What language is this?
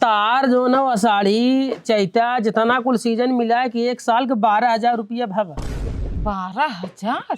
Awadhi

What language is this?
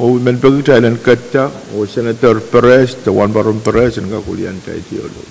Pohnpeian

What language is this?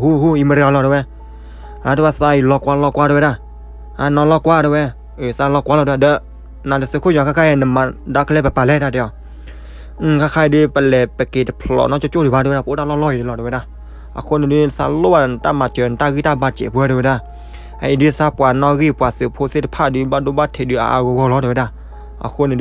S'gaw Karen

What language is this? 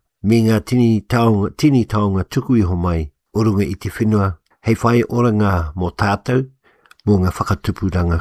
Māori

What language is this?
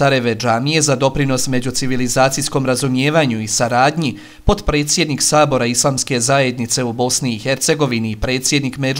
Bosnian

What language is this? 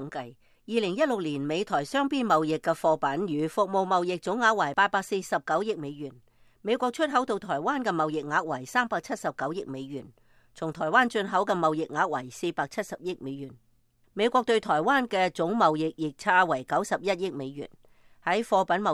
Cantonese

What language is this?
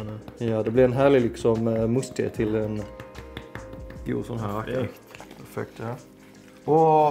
Swedish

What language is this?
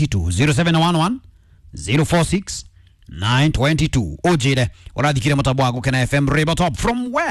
Kikuyu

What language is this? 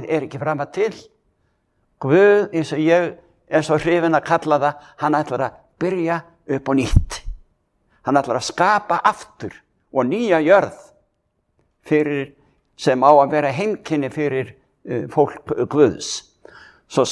Icelandic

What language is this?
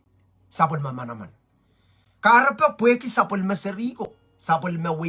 Pohnpeian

